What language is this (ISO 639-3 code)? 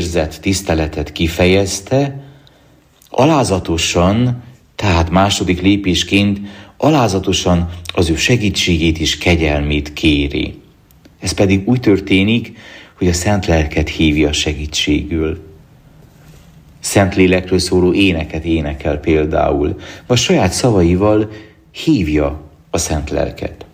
hun